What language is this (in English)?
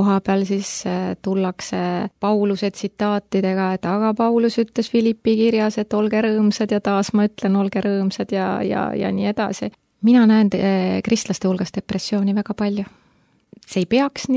Estonian